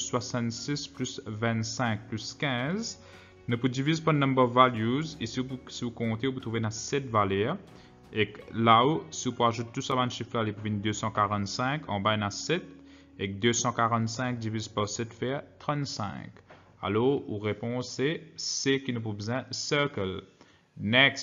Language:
French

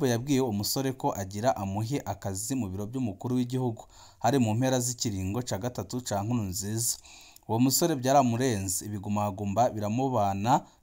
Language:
Rundi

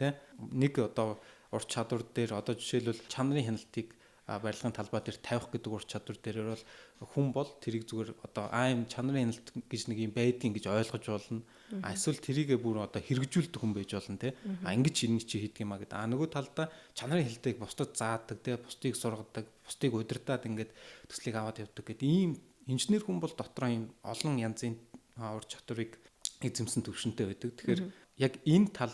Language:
Mongolian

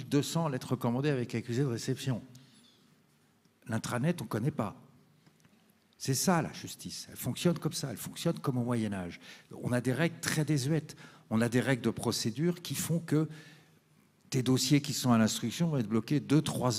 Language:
French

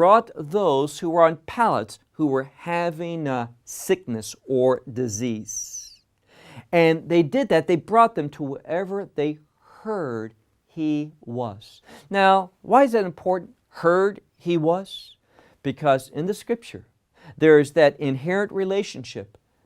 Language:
English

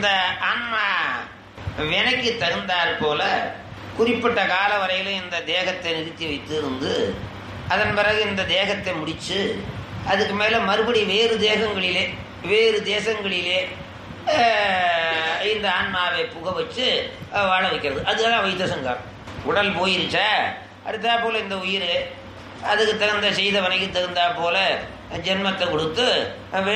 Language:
Tamil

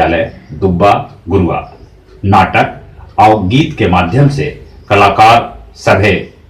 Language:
Magahi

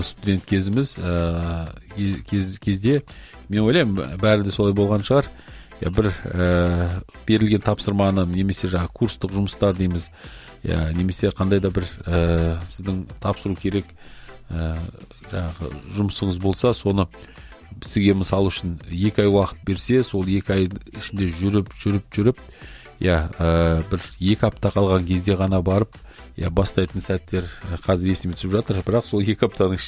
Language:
Kazakh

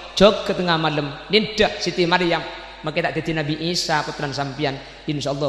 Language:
Madurese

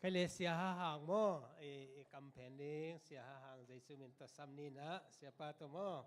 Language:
Tedim Chin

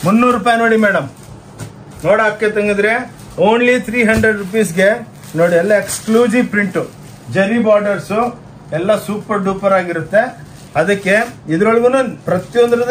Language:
Kannada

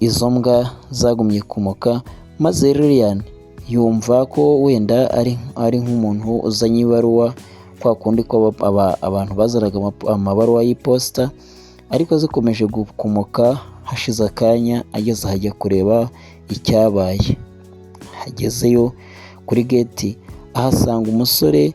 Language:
Kinyarwanda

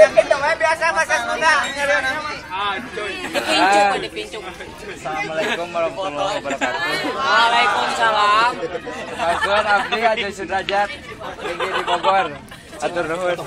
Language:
Sundanese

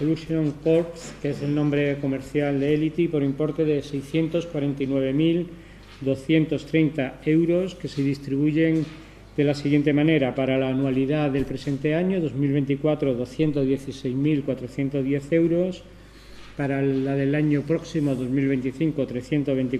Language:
Spanish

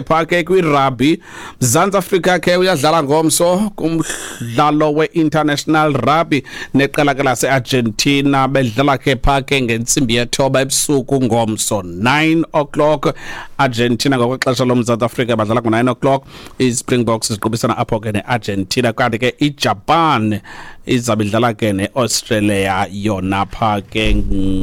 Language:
Xhosa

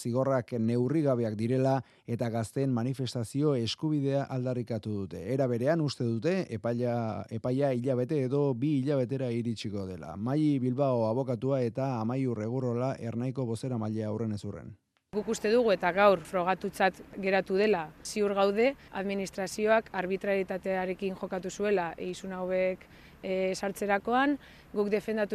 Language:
Basque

